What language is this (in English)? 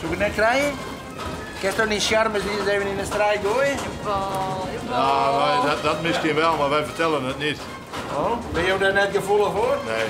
Western Frisian